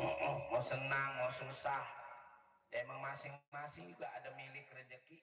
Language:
Betawi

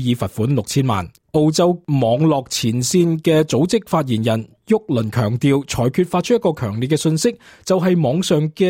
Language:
Cantonese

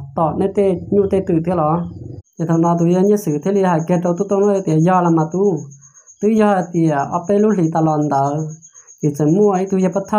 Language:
Hmong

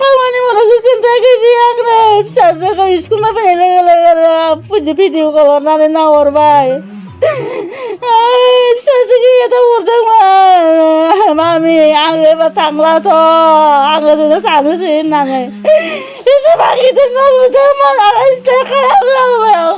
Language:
Bodo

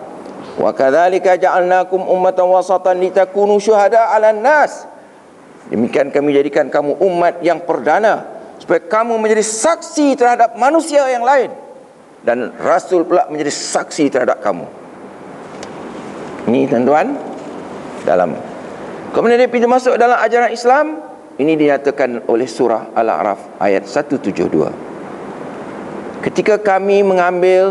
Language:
Malay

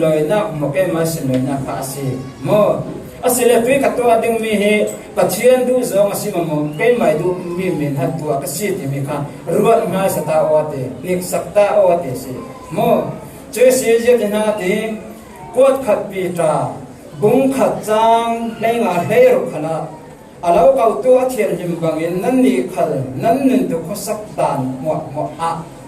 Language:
Falam Chin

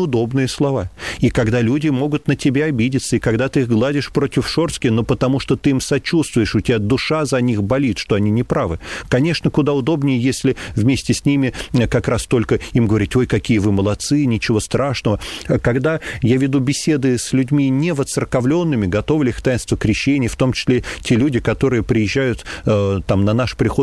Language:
Russian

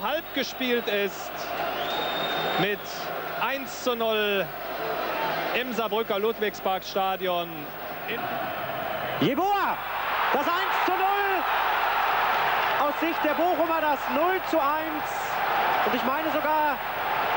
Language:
German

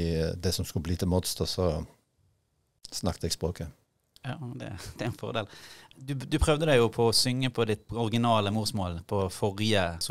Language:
Norwegian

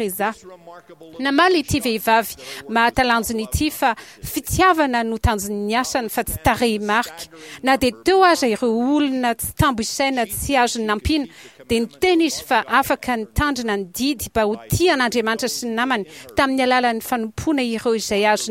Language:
Malagasy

